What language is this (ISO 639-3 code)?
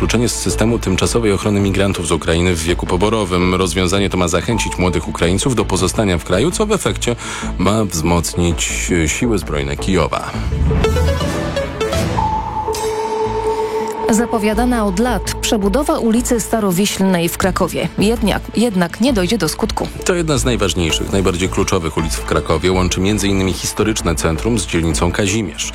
pol